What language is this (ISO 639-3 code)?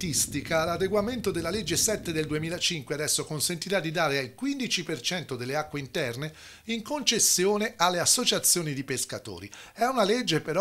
ita